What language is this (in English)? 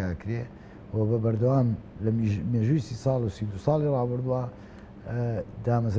Central Kurdish